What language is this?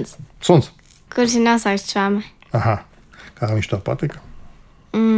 Latvian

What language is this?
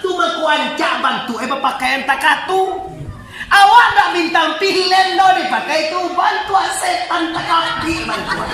Minangkabau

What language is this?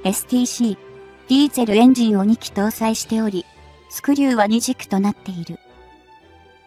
Japanese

